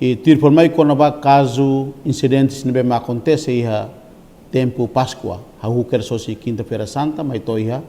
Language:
Tetum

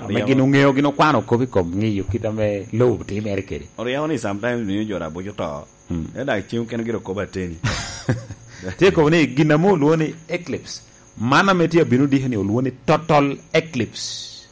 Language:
Lango (Uganda)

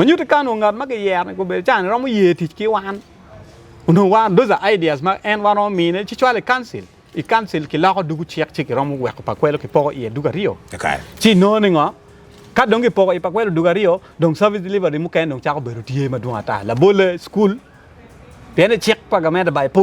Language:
Acoli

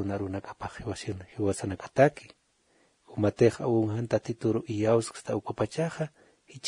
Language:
Aymara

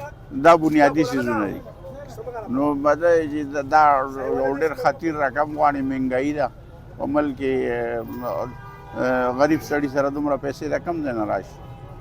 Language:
Pashto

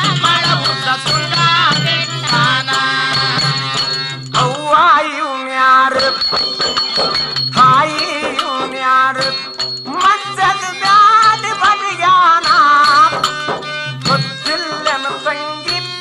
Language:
Kannada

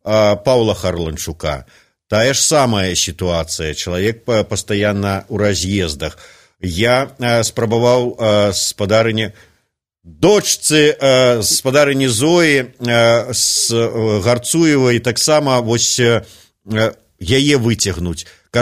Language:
Belarusian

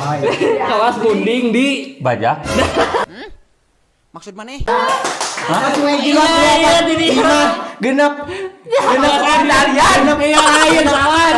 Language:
Sundanese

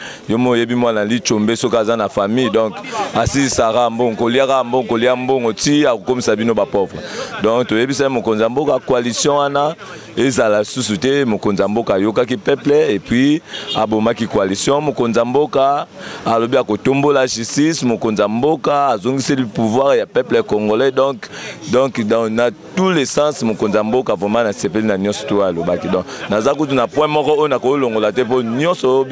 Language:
Lingala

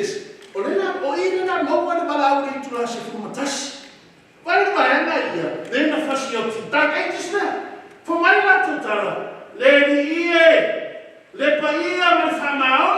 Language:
Samoan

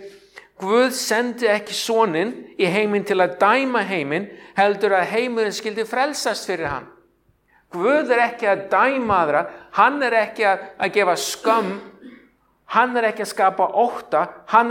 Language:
Icelandic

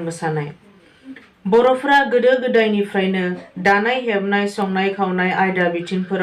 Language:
Bodo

